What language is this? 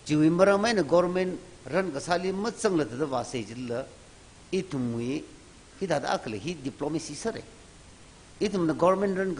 Tangkhul Naga (India)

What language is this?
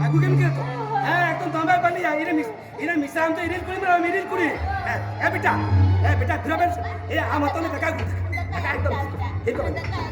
Santali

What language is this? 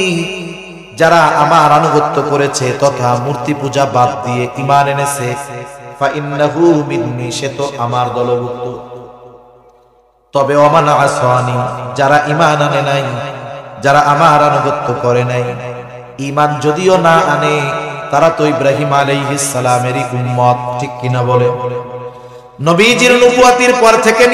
Bangla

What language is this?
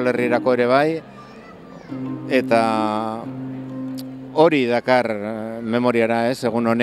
Basque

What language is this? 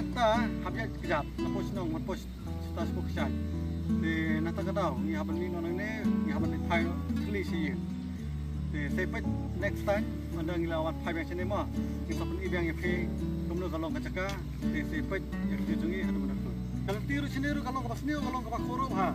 Khasi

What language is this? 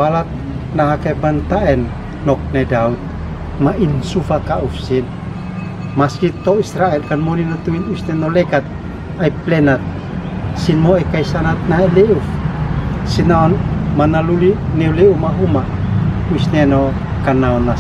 Uab Meto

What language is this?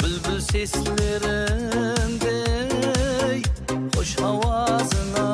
Kara-Kalpak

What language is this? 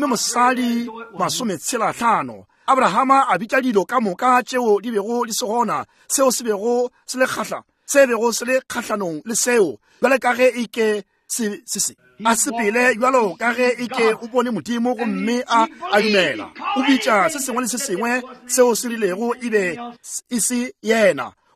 Northern Sotho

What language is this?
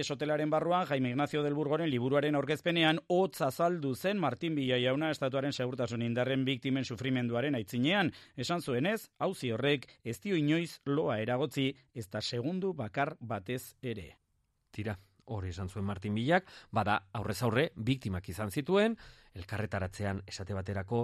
Basque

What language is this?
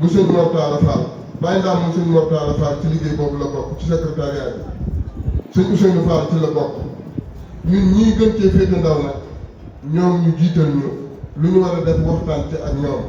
Wolof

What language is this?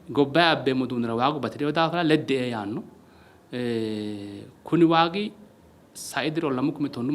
Sidamo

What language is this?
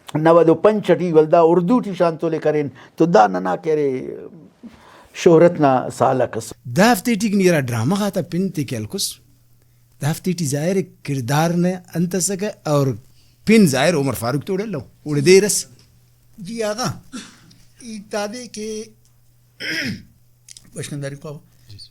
Brahui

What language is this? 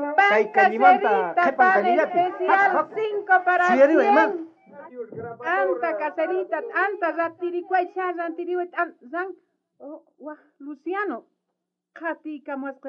South Bolivian Quechua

